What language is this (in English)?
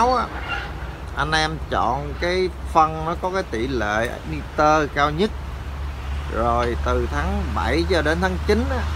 Vietnamese